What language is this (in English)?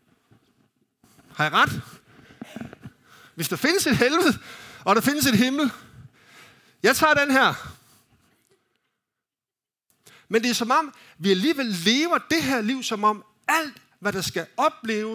Danish